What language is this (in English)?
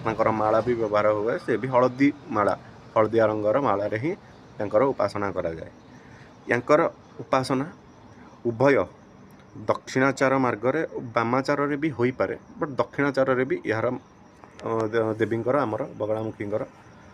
Odia